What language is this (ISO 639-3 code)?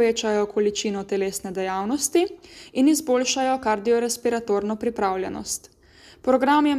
slv